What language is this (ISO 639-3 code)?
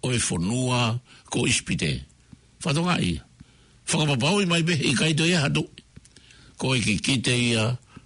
ton